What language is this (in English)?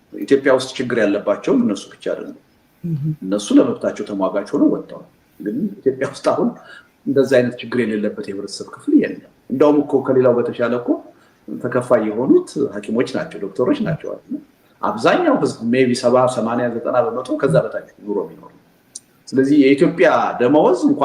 Amharic